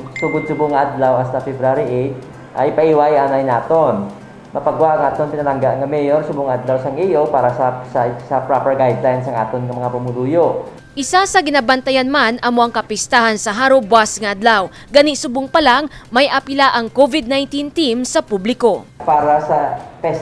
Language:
Hiligaynon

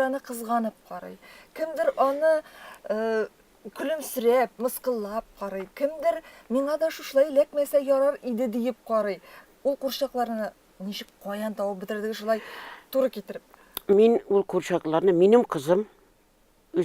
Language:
Tatar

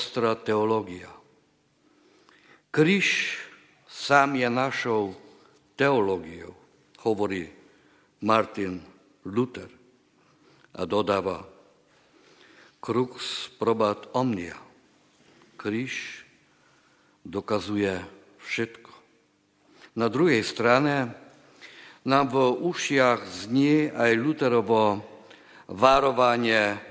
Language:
Slovak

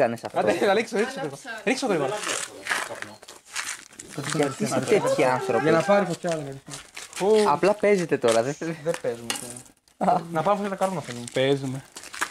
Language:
Greek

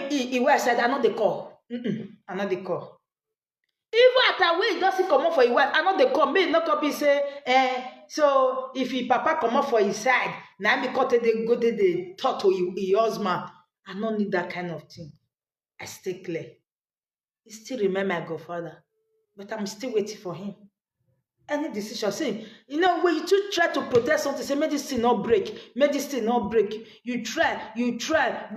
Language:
Nigerian Pidgin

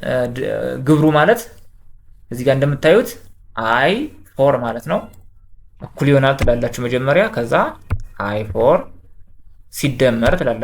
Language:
Amharic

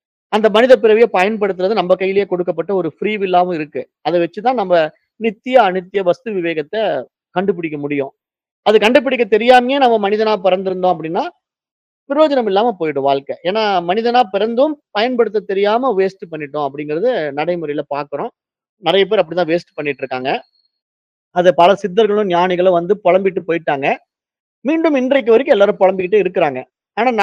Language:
Tamil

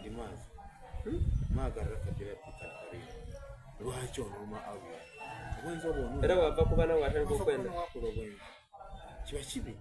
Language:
Soga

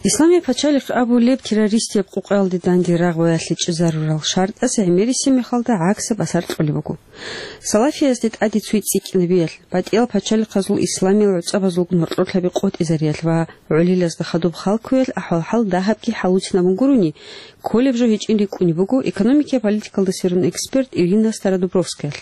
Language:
Avaric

